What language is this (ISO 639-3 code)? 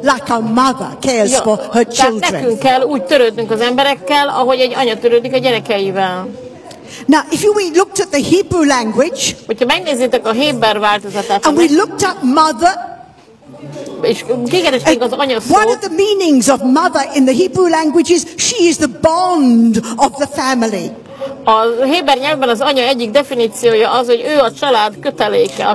hun